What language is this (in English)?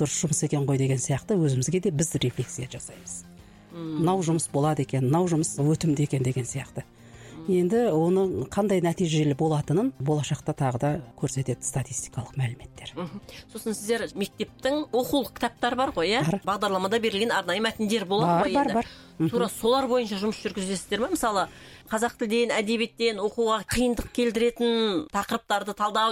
Kazakh